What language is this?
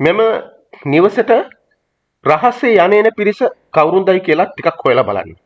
Sinhala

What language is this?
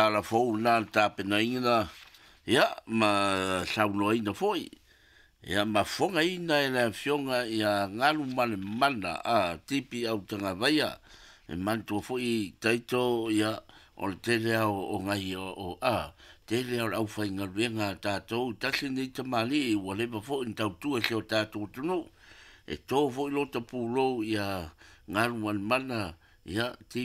Samoan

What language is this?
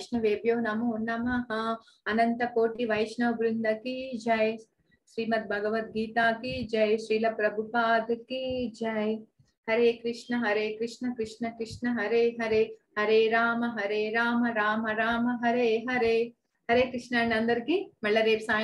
Telugu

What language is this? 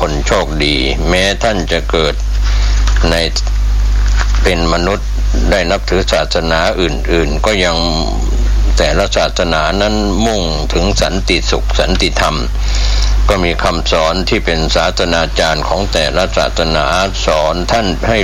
Thai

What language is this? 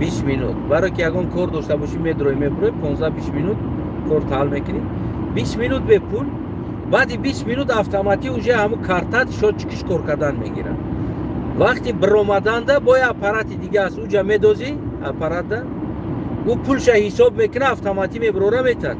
Tajik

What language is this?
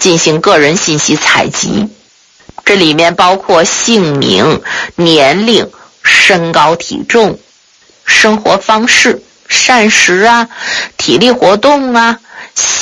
Chinese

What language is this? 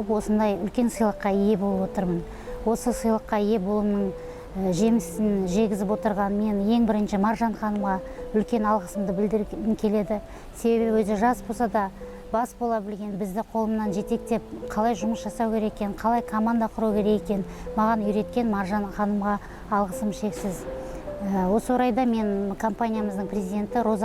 Kazakh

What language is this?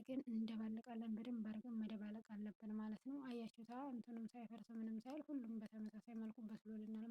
Amharic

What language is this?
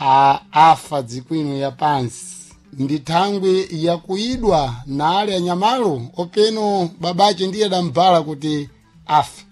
Sena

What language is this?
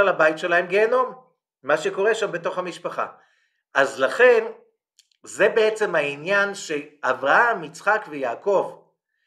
Hebrew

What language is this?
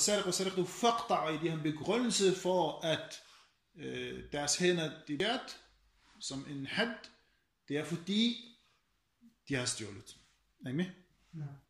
Danish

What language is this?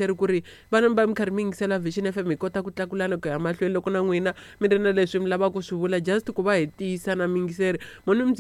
Tsonga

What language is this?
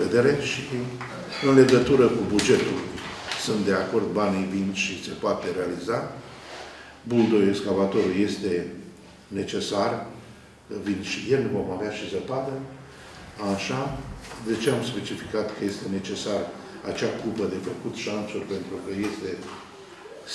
Romanian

